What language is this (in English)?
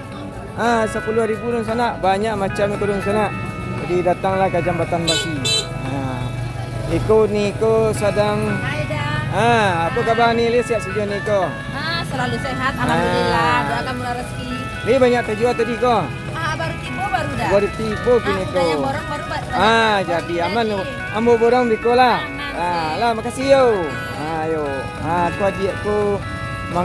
Minangkabau